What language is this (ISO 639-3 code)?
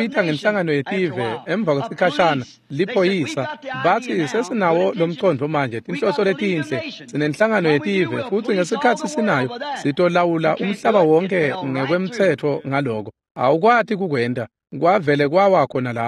ssw